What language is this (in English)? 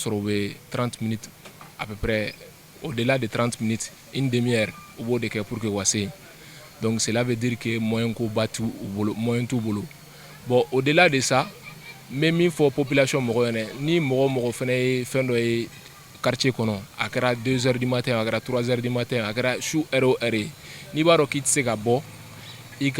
Bambara